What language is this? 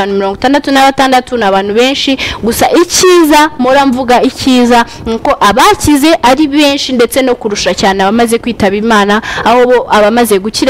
Kinyarwanda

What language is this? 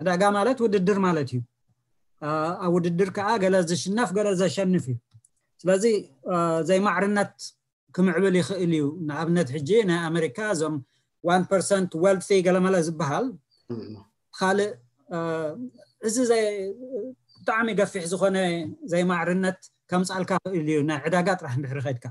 Tigrinya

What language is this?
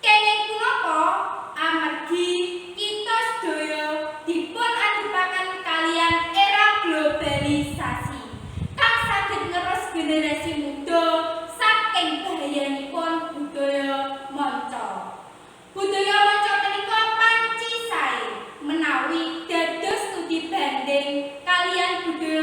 Javanese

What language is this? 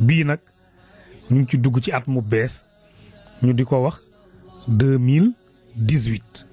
Wolof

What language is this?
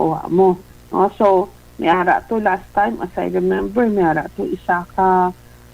Hiligaynon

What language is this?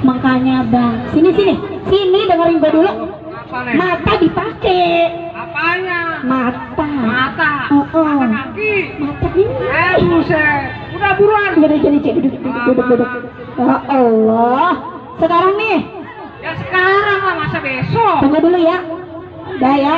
Betawi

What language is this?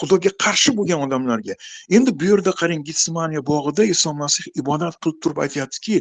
Uzbek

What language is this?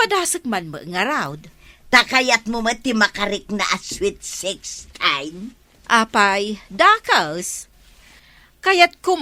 Iloko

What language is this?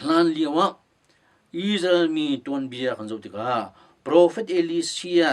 Hakha Chin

